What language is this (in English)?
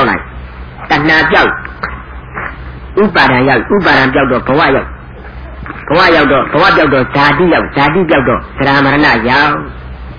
Burmese